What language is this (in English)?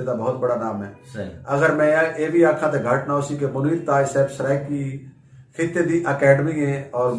Saraiki